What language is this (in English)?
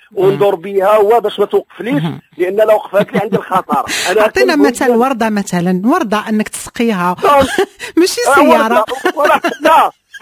Moroccan Arabic